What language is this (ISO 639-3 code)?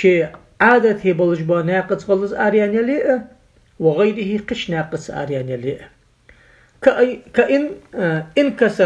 inh